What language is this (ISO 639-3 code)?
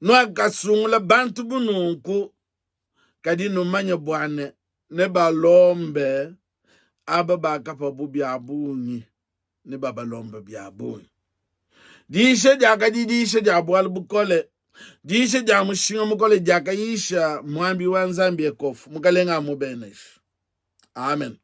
lua